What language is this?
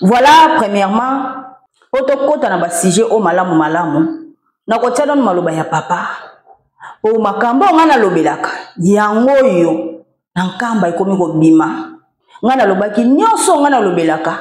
Lingala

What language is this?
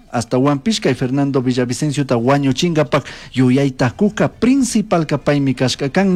Chimborazo Highland Quichua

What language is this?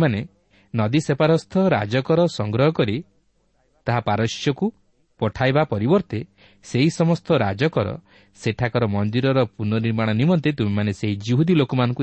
Odia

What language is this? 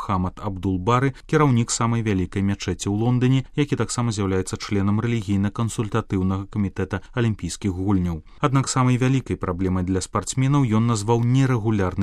Belarusian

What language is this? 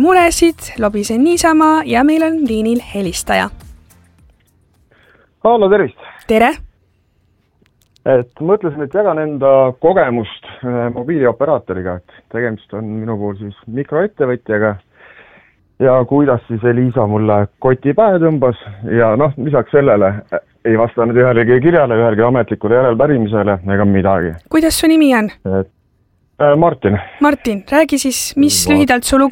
Estonian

